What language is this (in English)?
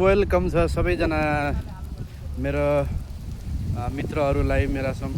Nepali